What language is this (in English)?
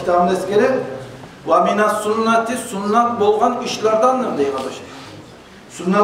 Kumyk